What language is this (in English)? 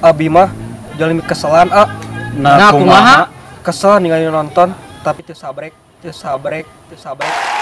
Sundanese